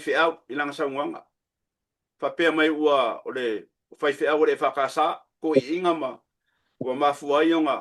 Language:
Samoan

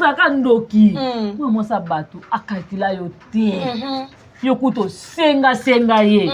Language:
Lingala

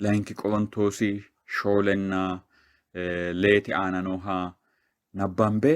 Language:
Sidamo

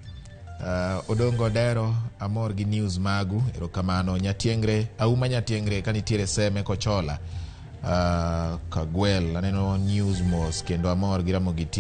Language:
Luo (Kenya and Tanzania)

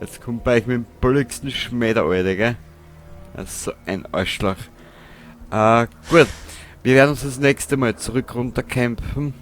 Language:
Bavarian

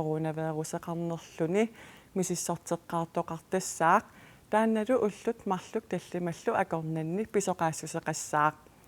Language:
Kalaallisut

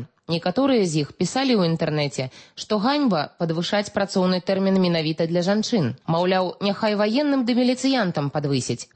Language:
Belarusian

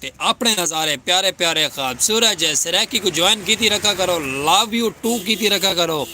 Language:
Saraiki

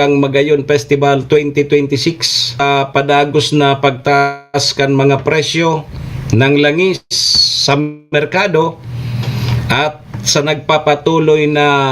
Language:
Bikol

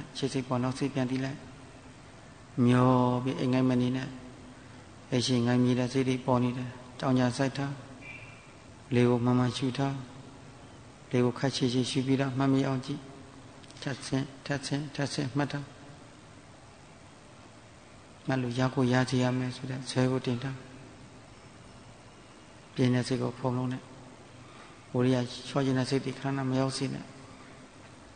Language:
Burmese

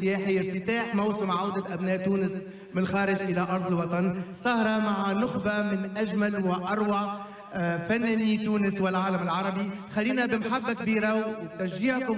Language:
Tunisian Arabic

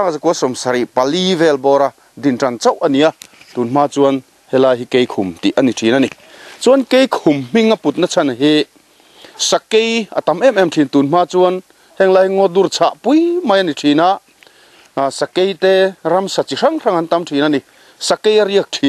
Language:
Mizo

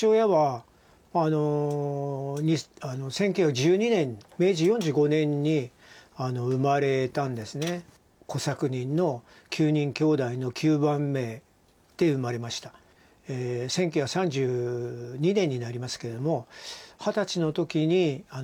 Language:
Japanese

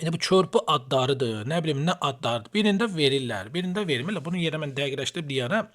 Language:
Azerbaijani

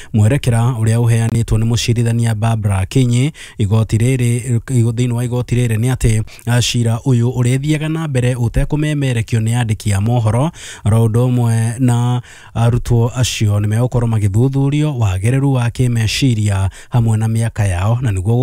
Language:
Kikuyu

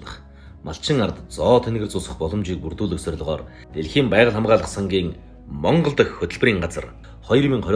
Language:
Mongolian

